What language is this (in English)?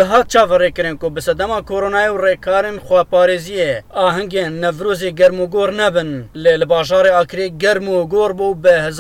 Kurdish